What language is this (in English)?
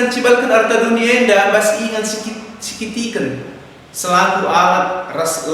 Batak Karo